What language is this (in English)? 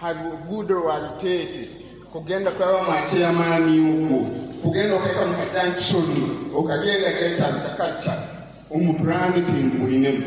Nyankole